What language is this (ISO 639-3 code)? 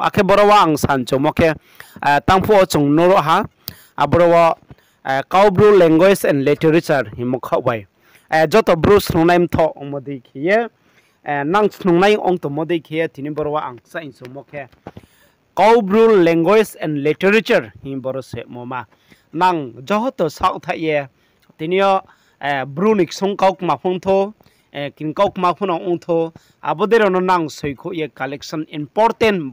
ria